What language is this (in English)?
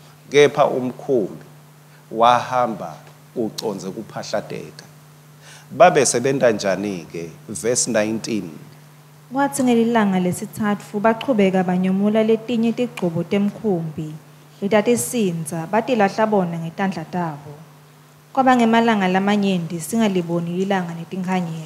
Swati